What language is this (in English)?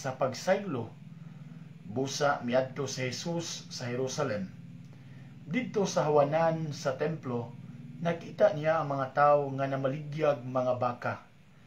Cebuano